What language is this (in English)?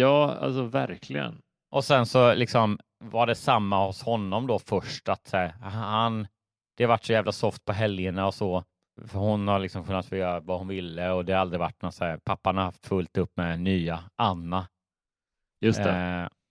Swedish